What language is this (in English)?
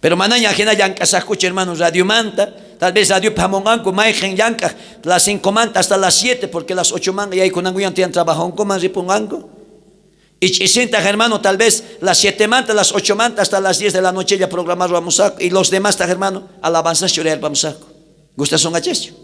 South Bolivian Quechua